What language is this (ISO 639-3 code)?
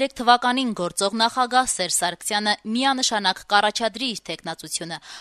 hye